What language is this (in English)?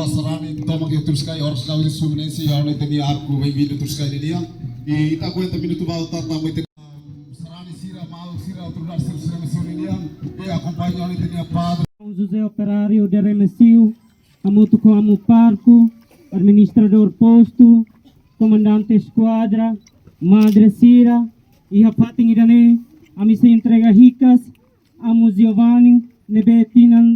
Tetum